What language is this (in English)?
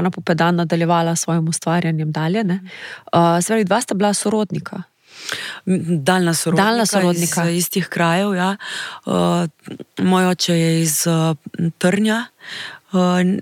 Slovenian